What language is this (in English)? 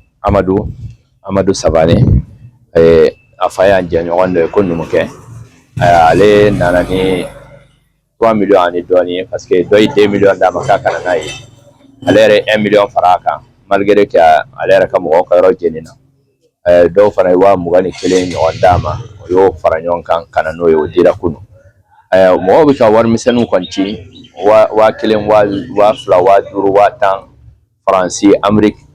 Bambara